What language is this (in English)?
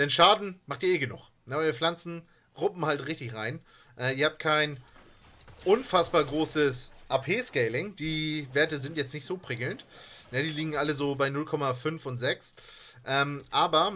German